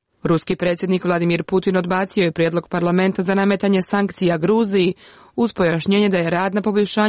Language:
Croatian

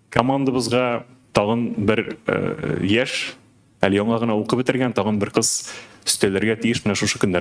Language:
Tatar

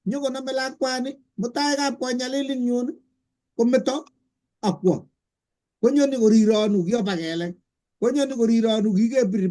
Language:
Kalenjin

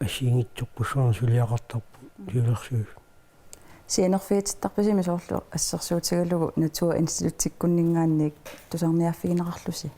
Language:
Kalaallisut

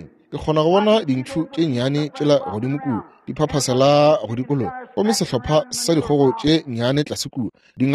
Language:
Northern Sotho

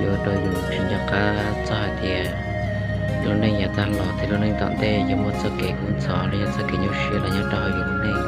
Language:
Hmong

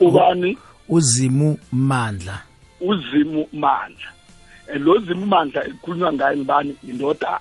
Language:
South Ndebele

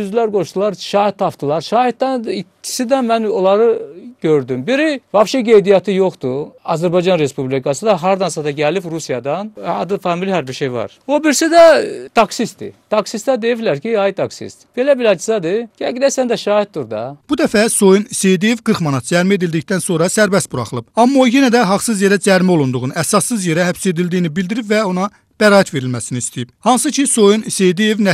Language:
Azerbaijani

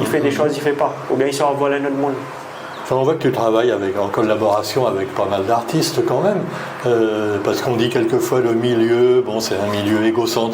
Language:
Réunion Creole French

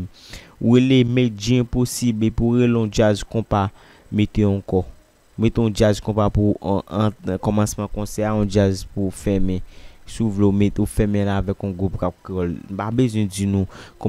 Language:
Haitian Creole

